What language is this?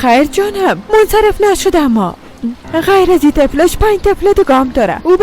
Persian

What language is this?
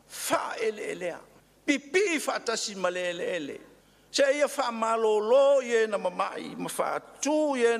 Samoan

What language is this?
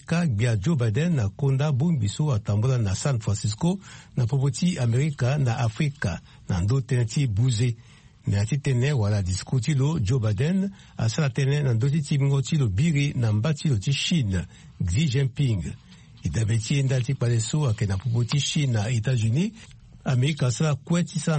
Sango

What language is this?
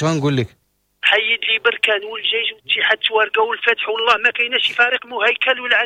Moroccan Arabic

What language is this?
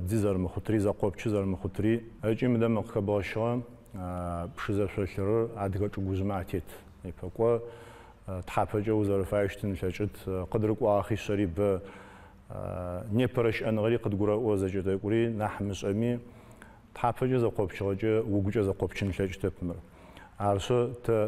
Adyghe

